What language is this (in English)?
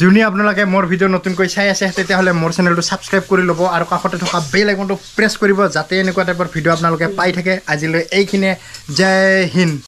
Assamese